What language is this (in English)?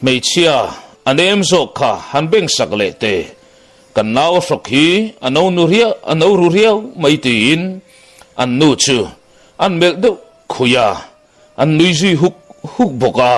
Mizo